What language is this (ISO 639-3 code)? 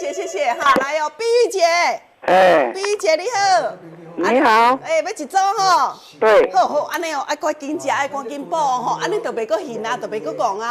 nan